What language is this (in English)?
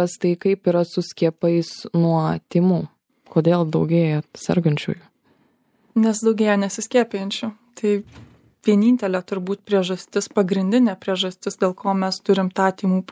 Lithuanian